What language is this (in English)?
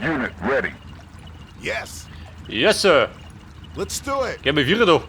Bavarian